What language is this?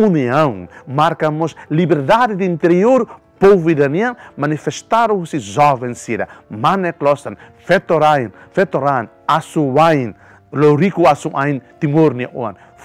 Tetum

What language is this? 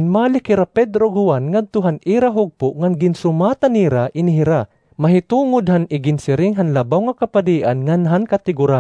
Waray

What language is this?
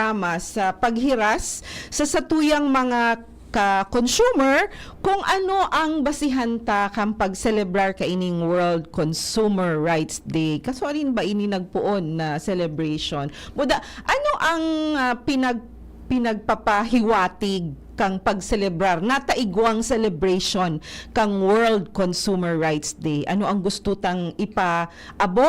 Bikol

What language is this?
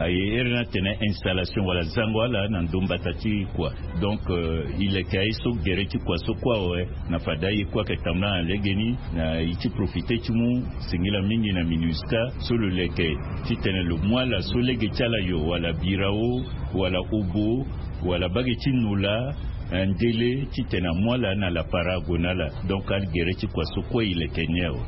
Sango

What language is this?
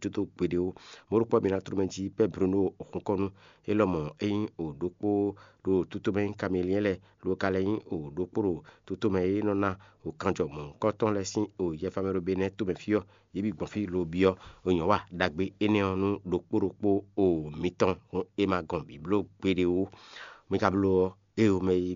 Fon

